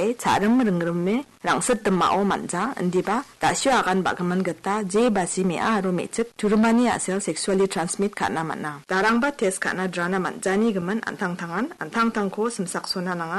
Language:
Garo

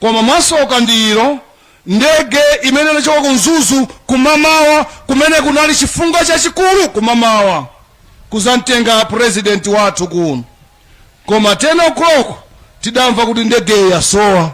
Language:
Nyanja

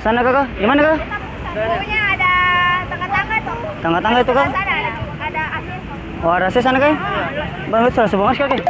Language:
Ambonese Malay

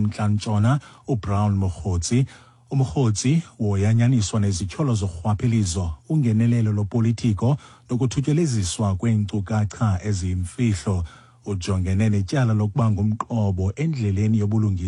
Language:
Xhosa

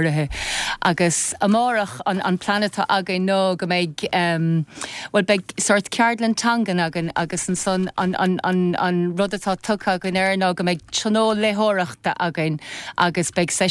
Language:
Irish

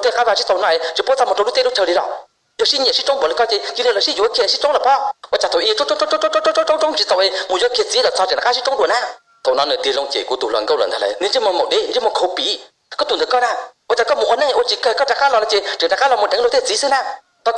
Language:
Hmong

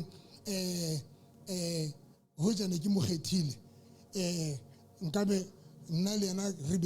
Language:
Southern Sotho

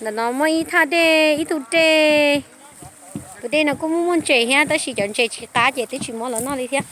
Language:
Hmong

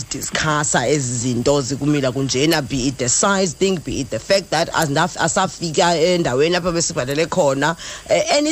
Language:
Xhosa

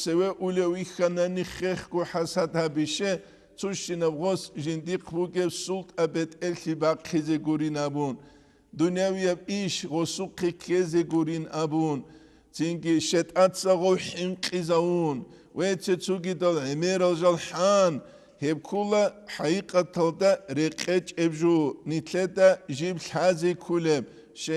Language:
Avaric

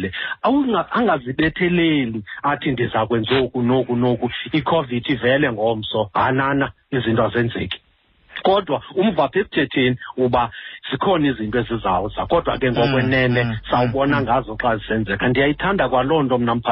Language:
Xhosa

